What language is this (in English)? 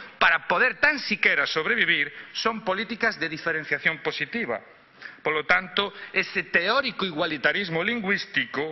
Galician